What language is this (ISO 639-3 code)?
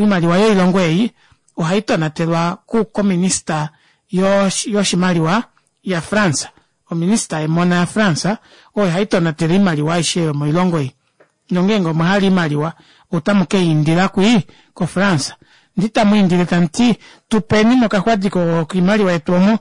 kua